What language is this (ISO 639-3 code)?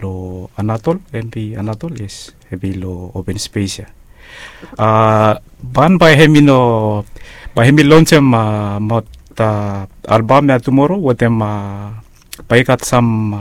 bis